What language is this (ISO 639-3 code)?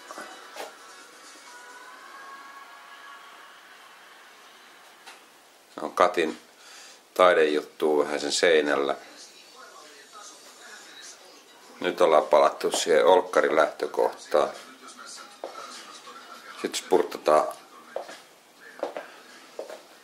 fin